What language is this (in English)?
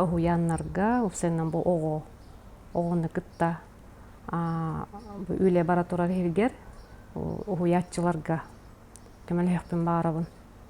Yakut